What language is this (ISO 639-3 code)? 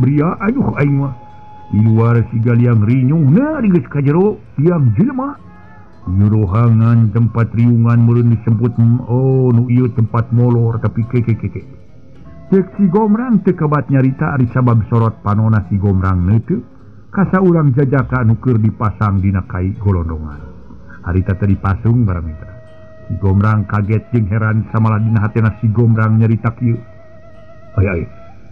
sun